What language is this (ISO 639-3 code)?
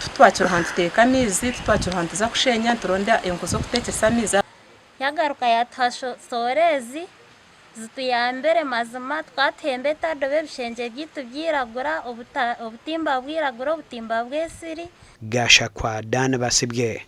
nyn